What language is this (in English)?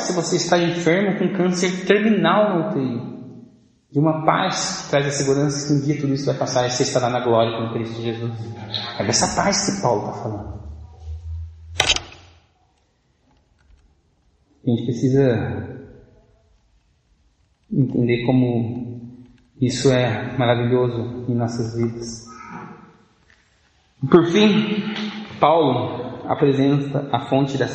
Portuguese